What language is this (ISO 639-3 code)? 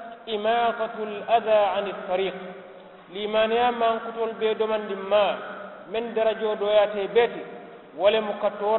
man